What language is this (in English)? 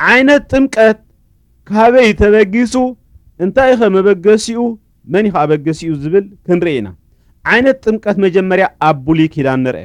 Tigrinya